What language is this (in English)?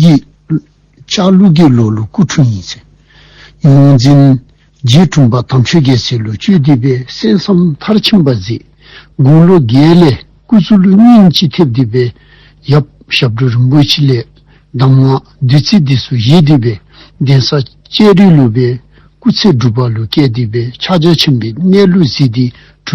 Dzongkha